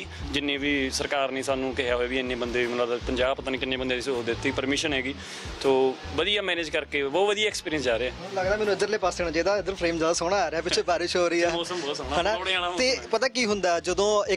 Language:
Punjabi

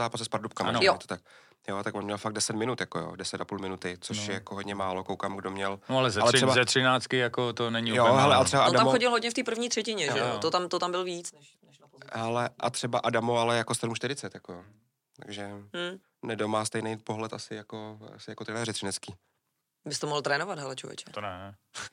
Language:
Czech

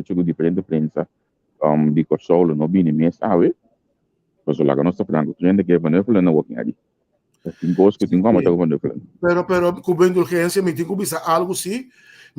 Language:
Papiamento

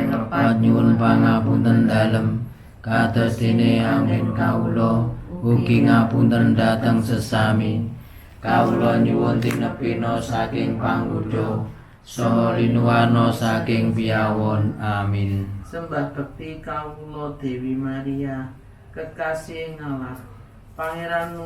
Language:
Javanese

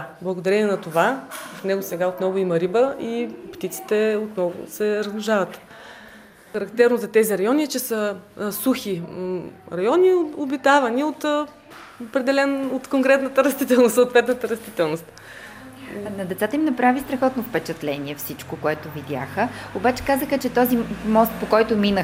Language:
Bulgarian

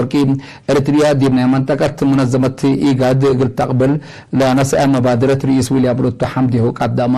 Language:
Tigre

